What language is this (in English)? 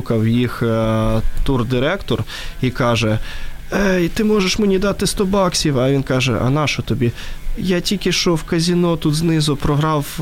Ukrainian